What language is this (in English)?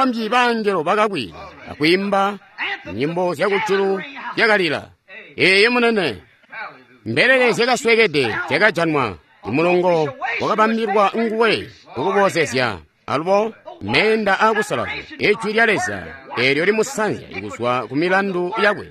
Tonga (Zambia)